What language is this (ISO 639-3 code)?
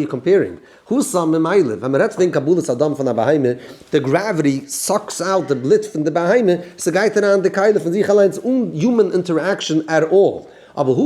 yid